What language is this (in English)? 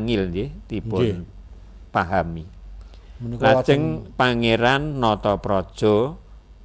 Javanese